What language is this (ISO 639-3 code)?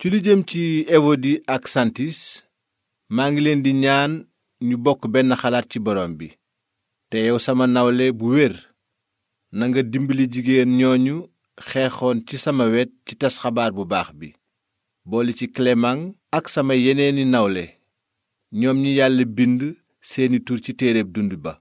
wol